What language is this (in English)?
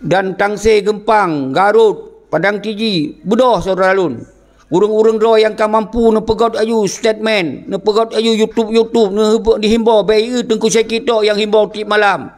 Achinese